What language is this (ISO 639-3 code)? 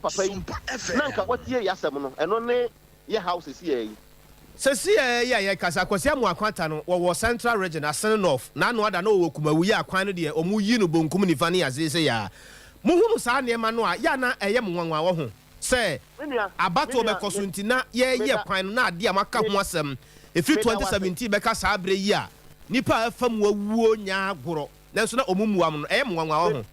aka